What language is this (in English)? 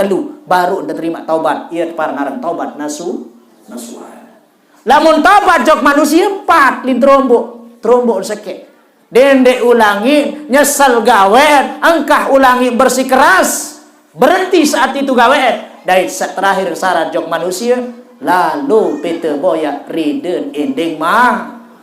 Sasak